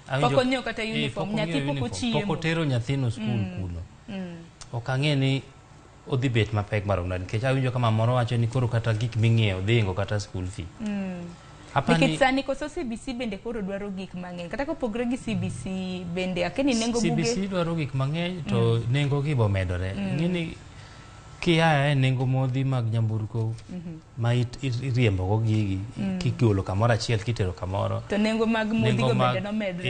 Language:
Luo (Kenya and Tanzania)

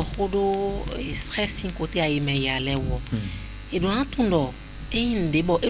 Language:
Fon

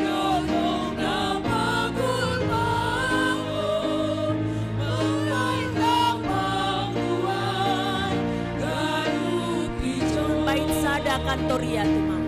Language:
Batak Simalungun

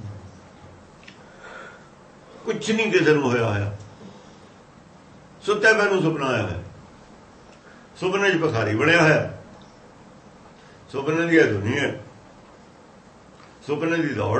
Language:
Punjabi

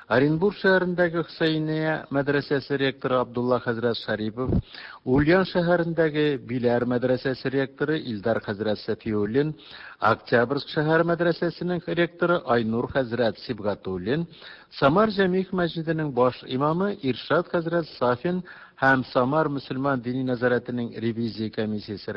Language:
Tatar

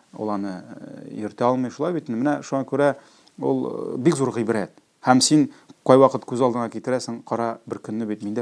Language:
Tatar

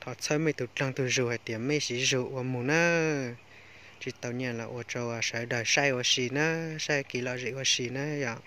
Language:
Hmong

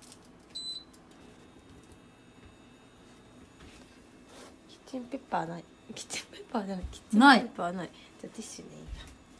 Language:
Japanese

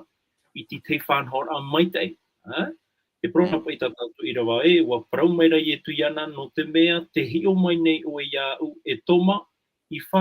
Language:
Tahitian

